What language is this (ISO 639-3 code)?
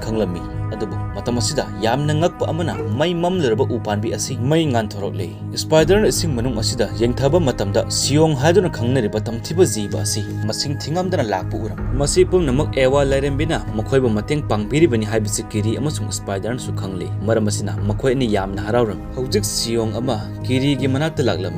mni